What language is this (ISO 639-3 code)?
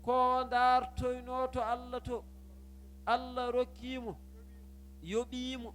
ful